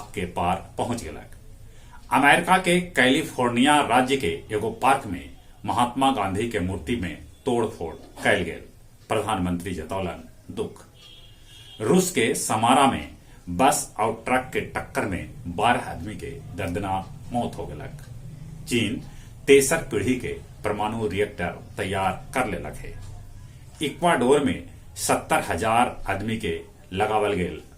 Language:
Magahi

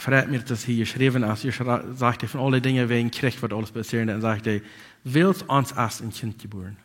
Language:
Plautdietsch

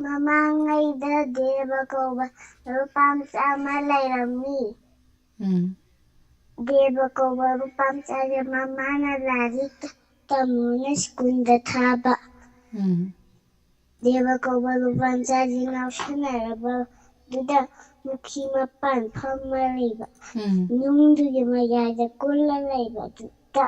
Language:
Manipuri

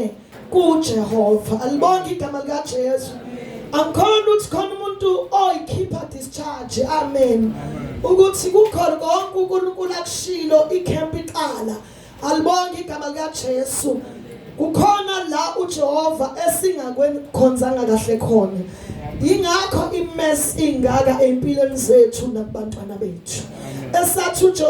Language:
Zulu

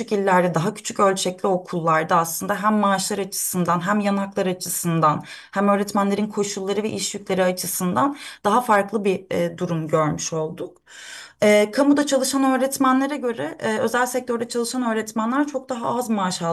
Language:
Turkish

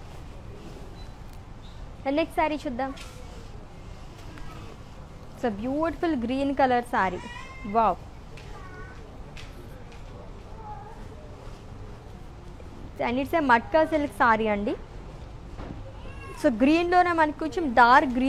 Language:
Telugu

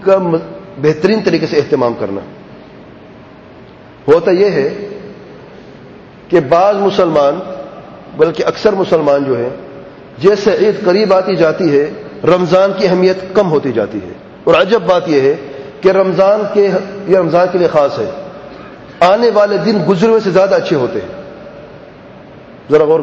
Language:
Urdu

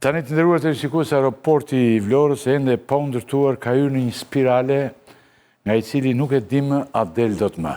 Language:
Albanian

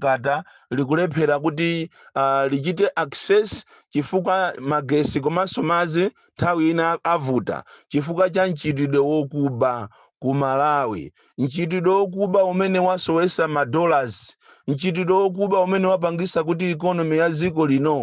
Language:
Nyanja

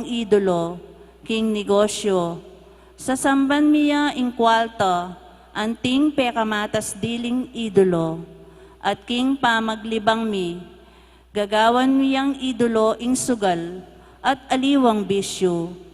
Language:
Pampanga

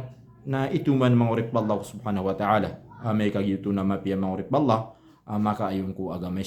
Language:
Maranao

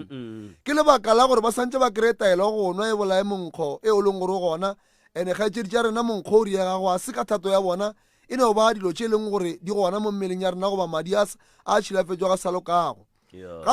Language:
Northern Sotho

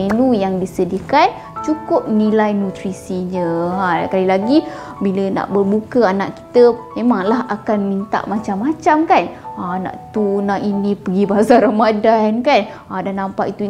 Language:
Malay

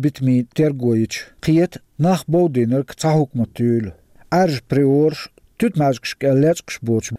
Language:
Chechen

